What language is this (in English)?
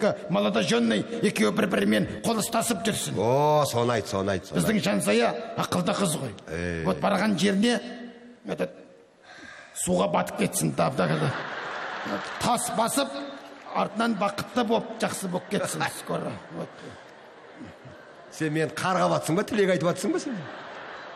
Kazakh